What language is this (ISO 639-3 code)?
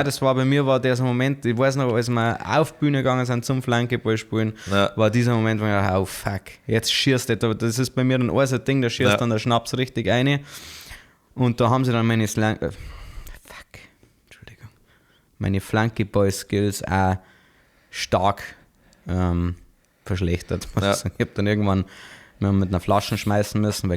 bar